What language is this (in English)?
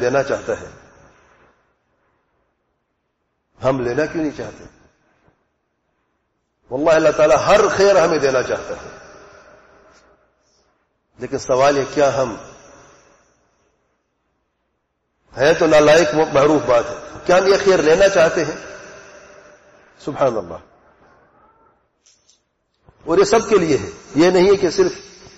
Urdu